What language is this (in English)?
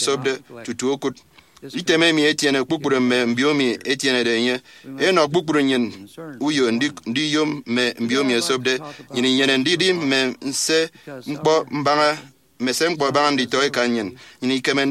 Efik